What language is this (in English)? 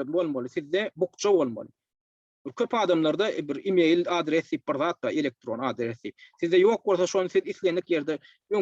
Turkmen